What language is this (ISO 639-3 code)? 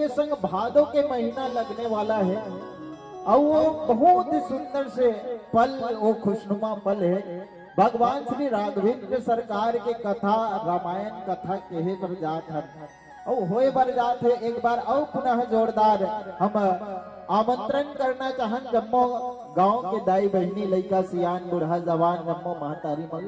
hne